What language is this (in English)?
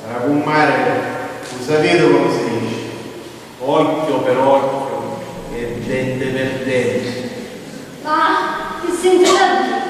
Sicilian